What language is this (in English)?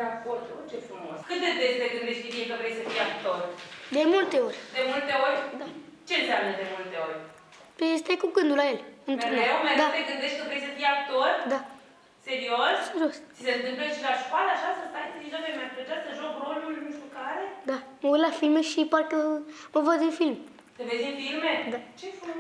Romanian